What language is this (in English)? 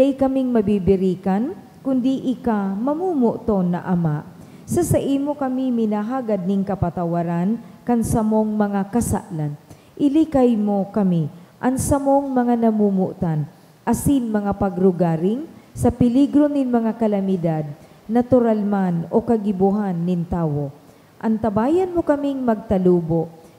Bikol